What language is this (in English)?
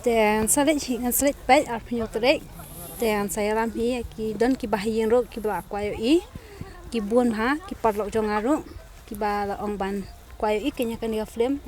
Khasi